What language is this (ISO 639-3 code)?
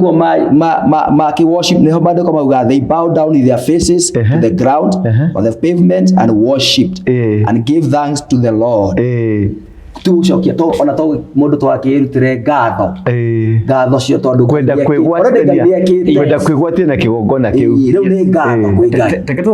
kik